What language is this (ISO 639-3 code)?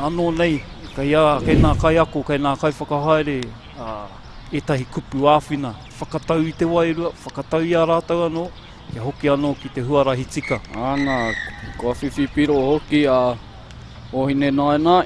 mri